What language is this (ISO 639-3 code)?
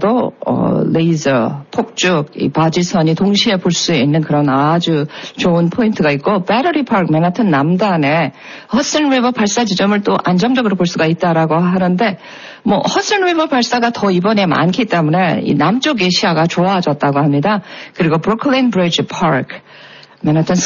kor